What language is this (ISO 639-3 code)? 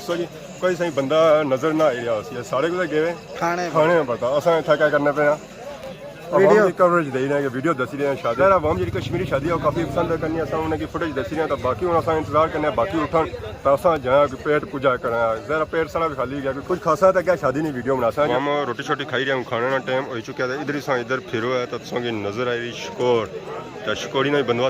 phr